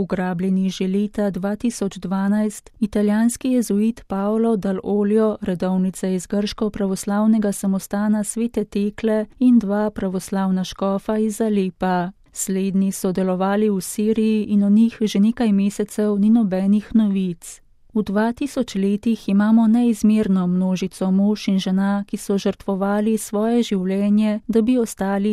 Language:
Slovenian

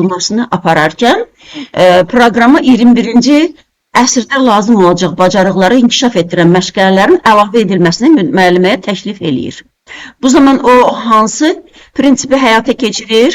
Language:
Azerbaijani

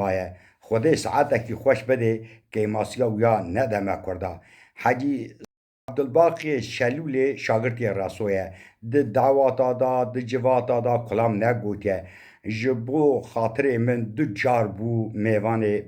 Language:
Kurdish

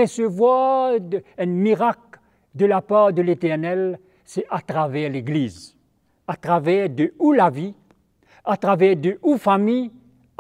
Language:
Morisyen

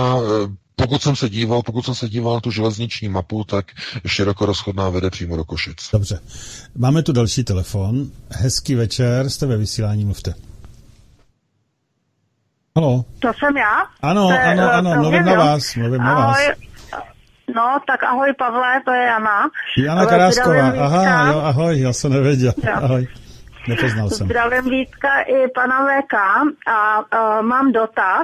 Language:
Czech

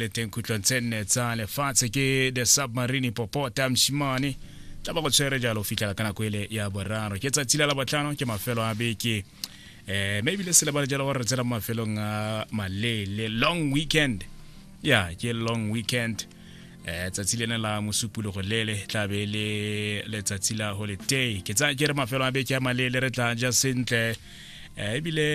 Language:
Tswana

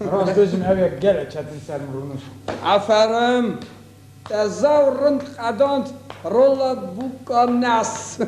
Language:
Kurdish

